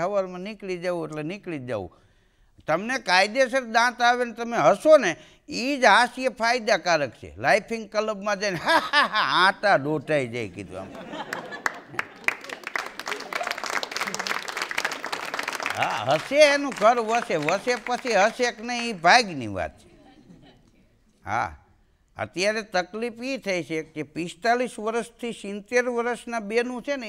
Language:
Gujarati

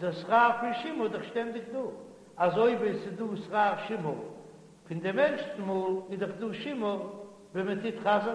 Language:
Yiddish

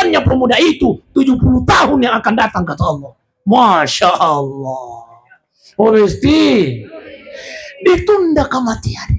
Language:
Buginese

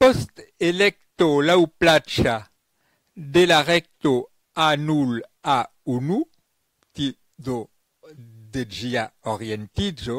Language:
Esperanto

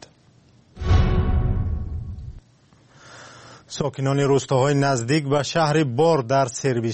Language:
Persian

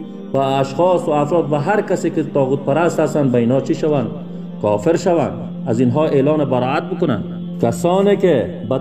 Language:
Persian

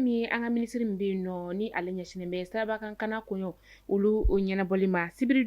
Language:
Bambara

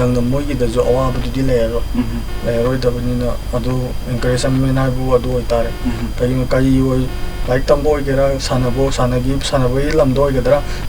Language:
Manipuri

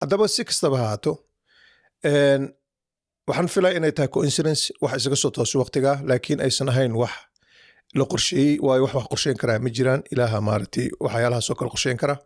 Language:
Somali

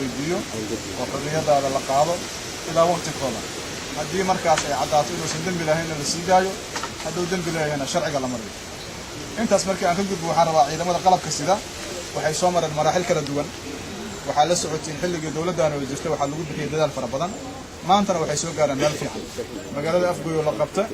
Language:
Somali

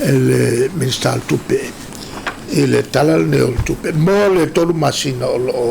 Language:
Samoan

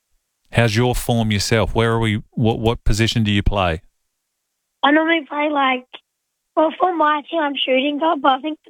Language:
English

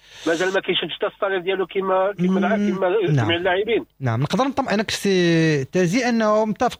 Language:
Moroccan Arabic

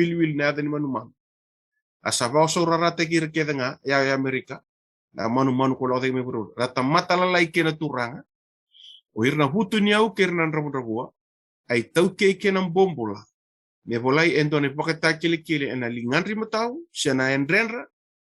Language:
Fijian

